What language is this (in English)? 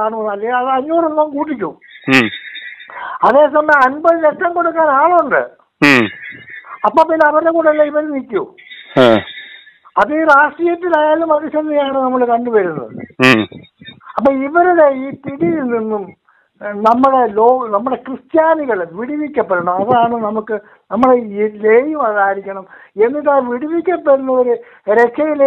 Malayalam